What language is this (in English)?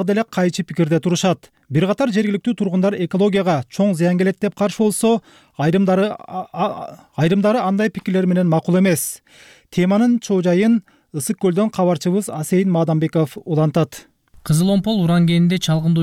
Kyrgyz